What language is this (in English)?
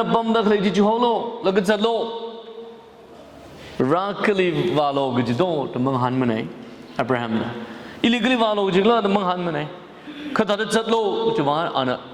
Tangkhul Naga (India)